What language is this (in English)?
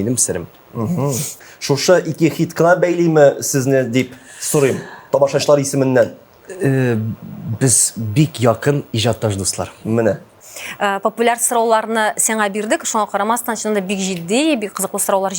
Tatar